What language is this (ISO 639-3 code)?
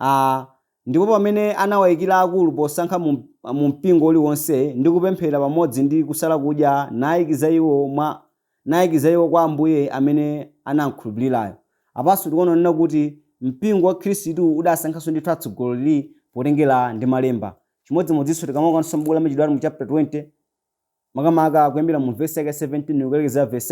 nya